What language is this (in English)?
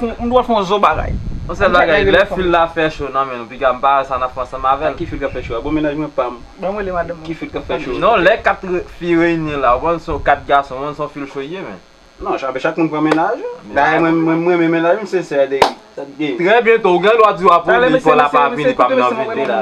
Haitian Creole